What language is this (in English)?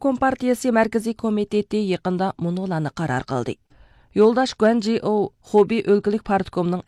Uyghur